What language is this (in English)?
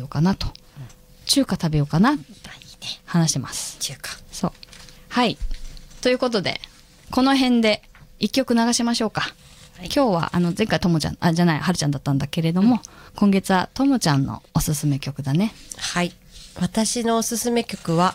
Japanese